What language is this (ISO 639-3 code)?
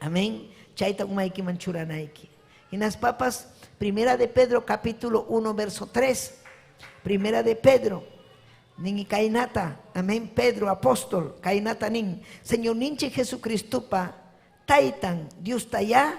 quy